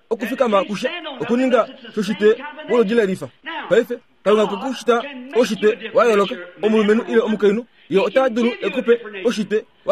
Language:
Kuanyama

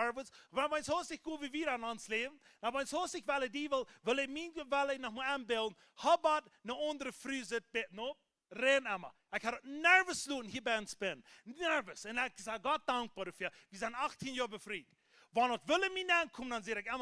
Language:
Plautdietsch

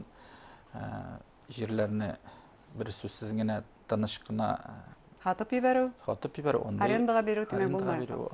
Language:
Bashkir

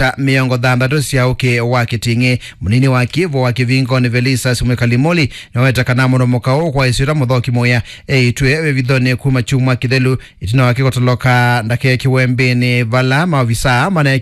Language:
Kamba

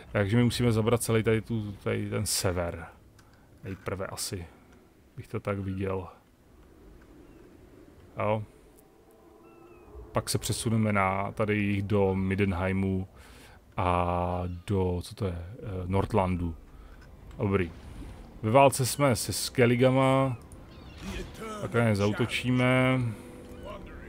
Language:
Czech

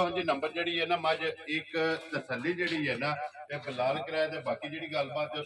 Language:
Punjabi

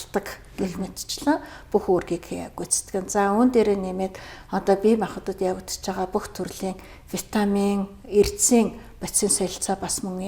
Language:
Mongolian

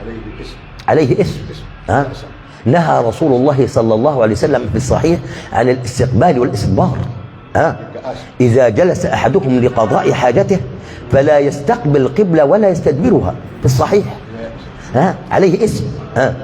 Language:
Egyptian Arabic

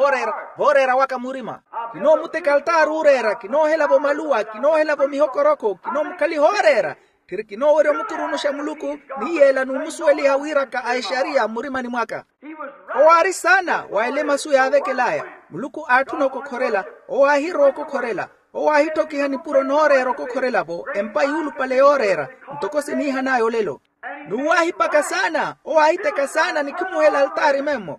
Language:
Makhuwa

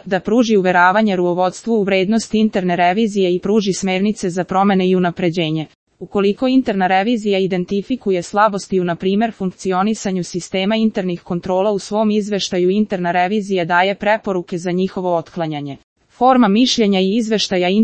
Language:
Serbian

